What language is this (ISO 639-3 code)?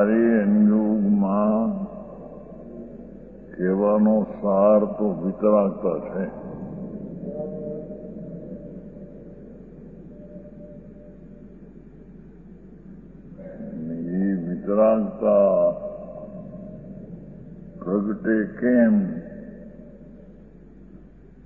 guj